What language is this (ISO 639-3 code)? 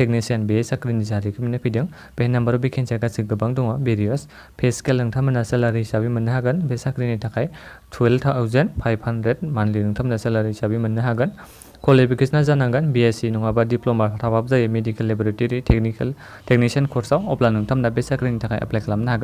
brx